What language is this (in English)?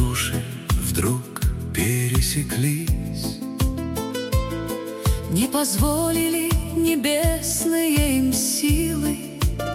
Russian